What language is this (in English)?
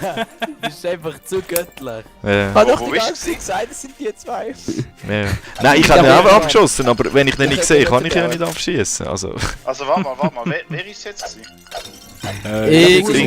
Swiss German